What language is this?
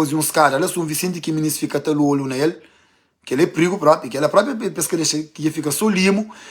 Kabuverdianu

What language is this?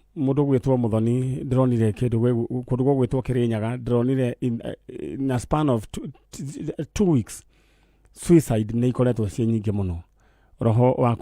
Kikuyu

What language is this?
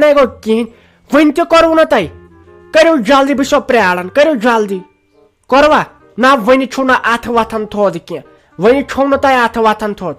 Kashmiri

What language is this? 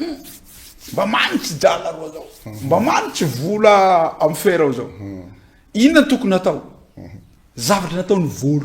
Malagasy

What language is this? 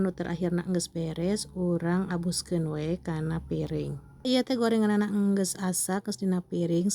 Sundanese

